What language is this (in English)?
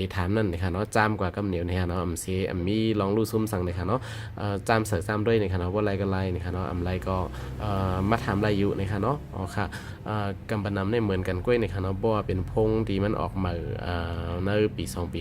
Shan